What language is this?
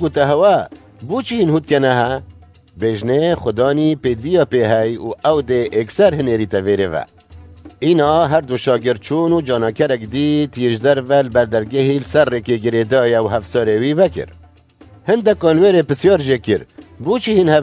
Kurdish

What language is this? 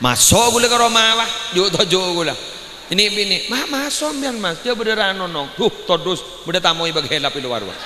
Madurese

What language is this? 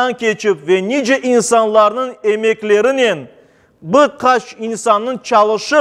Crimean Tatar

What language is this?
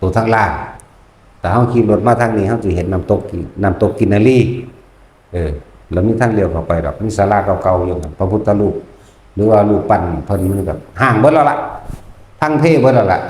Northeastern Thai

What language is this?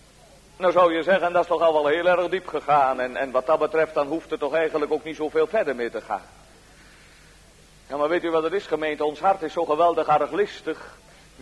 Dutch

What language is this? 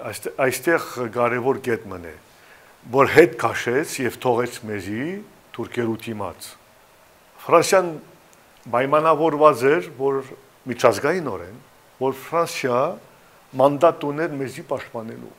Western Armenian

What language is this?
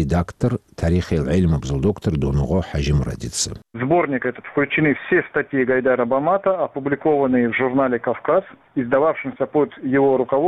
Avaric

